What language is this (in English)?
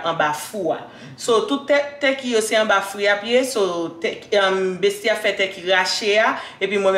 Haitian Creole